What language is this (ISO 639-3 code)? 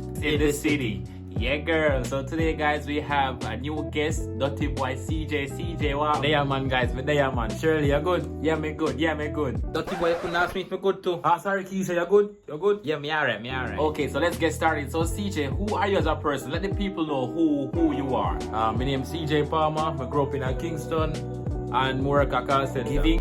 jam